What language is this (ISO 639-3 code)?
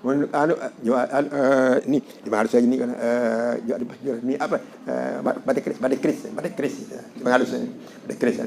sas